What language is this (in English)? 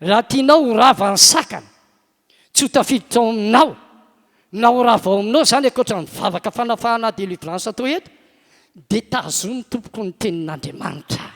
Malagasy